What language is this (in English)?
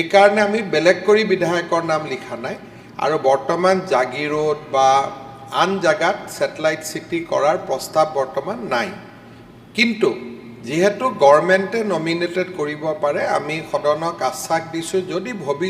Assamese